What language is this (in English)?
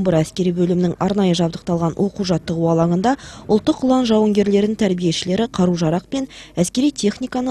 Kazakh